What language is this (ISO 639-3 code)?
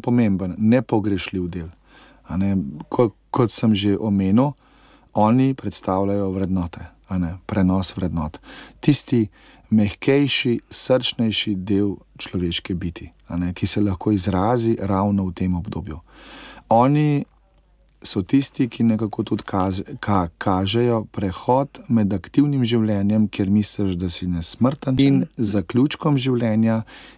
slv